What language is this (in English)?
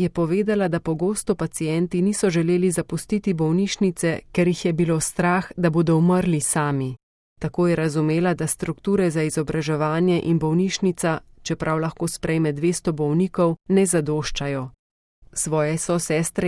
Slovenian